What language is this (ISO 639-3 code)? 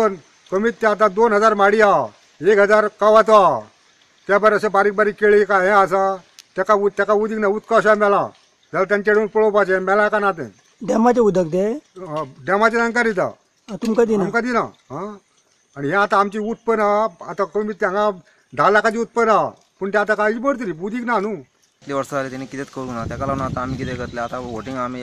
kok